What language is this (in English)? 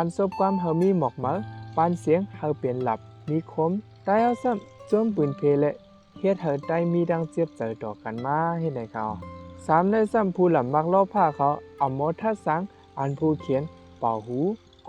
Shan